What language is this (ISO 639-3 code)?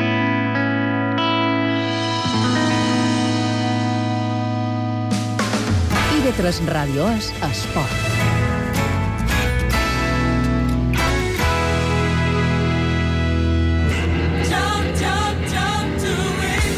cat